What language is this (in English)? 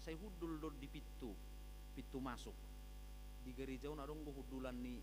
Batak Toba